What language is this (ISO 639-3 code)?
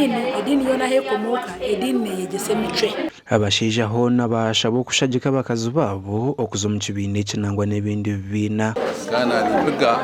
nyn